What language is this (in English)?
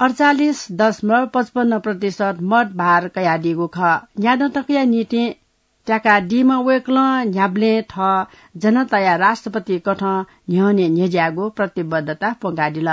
Newari